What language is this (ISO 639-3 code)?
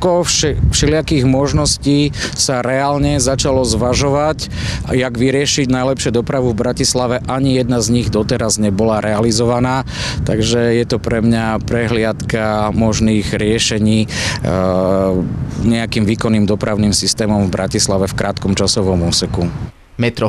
slk